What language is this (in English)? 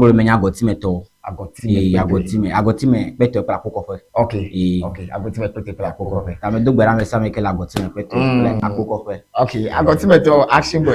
Ewe